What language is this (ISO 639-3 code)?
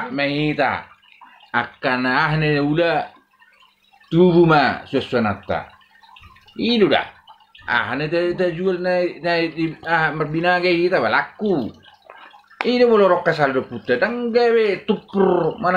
bbc